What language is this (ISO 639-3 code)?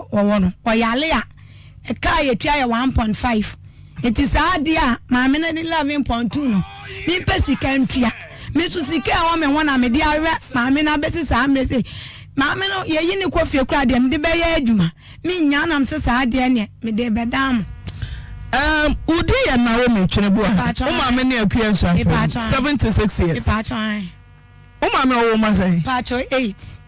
aka